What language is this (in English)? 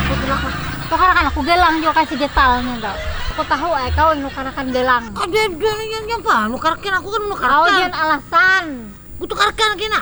Banjar